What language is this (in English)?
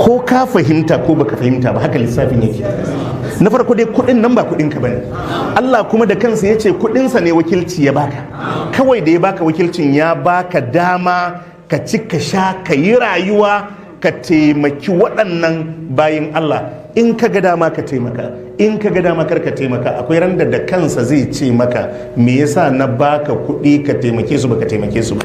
Hausa